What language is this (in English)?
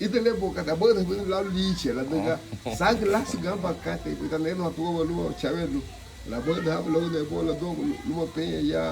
Garifuna